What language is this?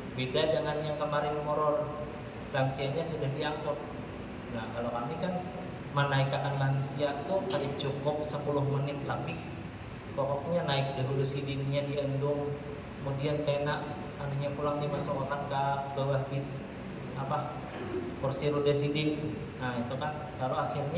Banjar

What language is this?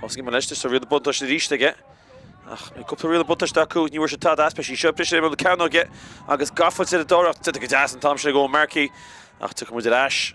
Irish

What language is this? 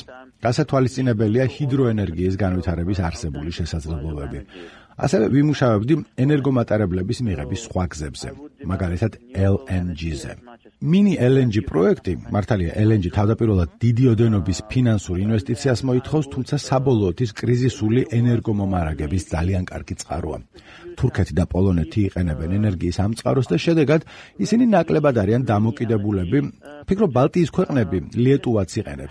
Georgian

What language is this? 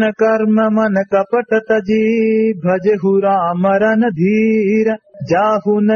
Awadhi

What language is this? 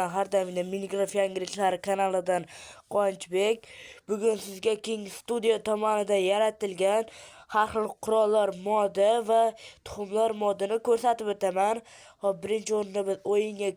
Uzbek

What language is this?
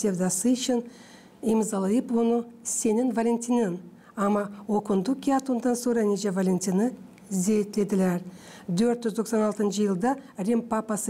Gagauz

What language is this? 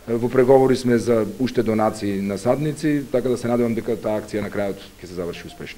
Macedonian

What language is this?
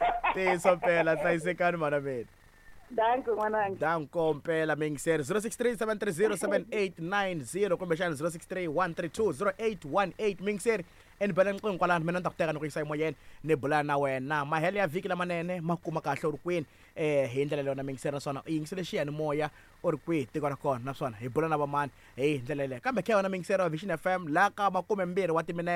Tsonga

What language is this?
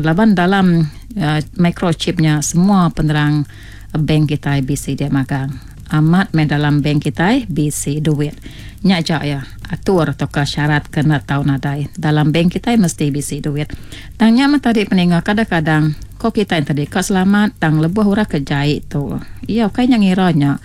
Iban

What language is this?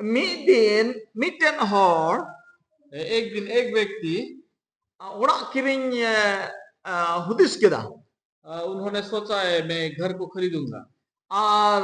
Santali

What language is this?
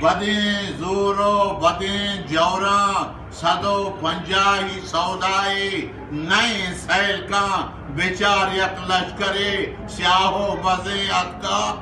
Eastern Balochi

